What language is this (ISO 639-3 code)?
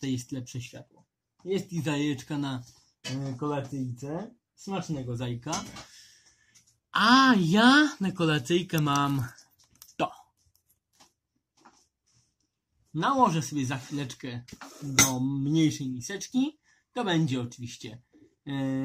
pol